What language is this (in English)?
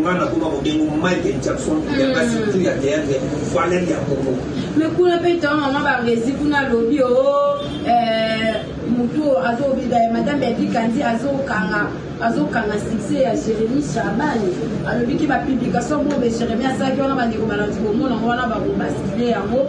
Lingala